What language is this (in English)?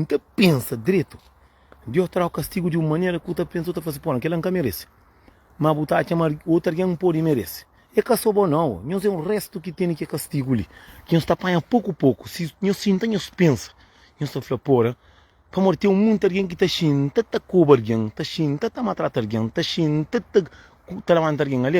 Kabuverdianu